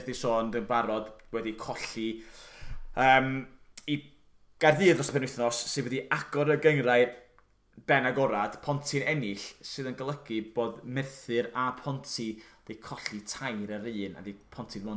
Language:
Welsh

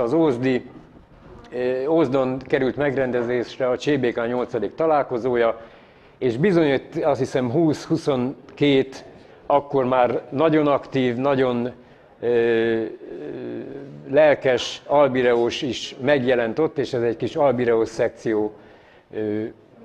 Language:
Hungarian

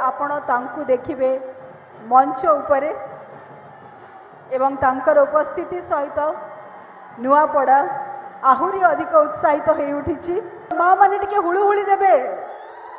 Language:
Odia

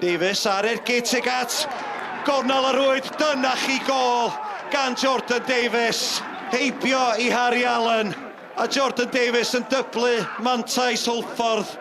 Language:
Welsh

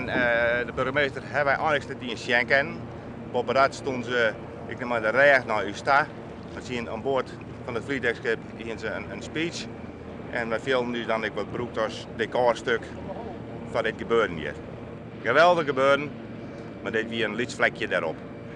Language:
Western Frisian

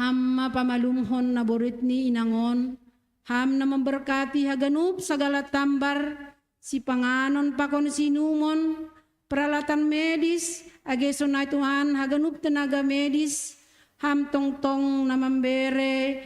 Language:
Batak Simalungun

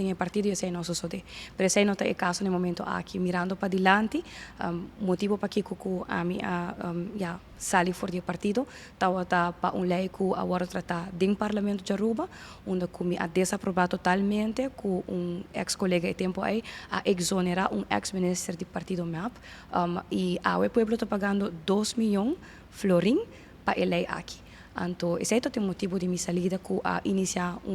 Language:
Papiamento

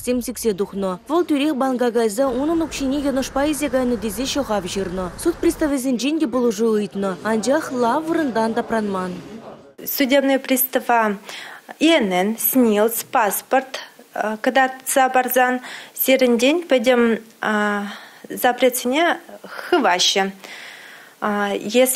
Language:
Chuvash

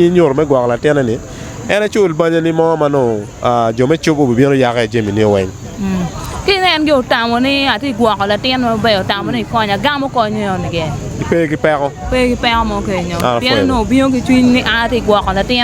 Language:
Acoli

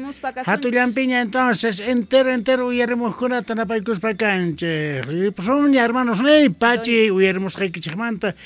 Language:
Quechua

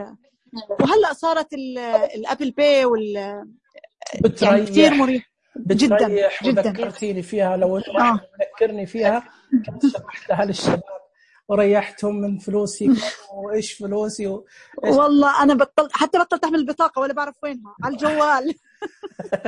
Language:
Najdi Arabic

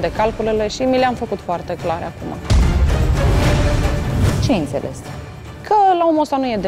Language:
Romanian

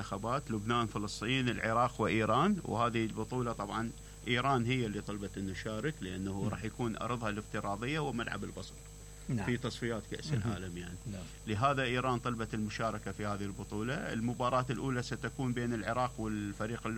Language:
Mesopotamian Arabic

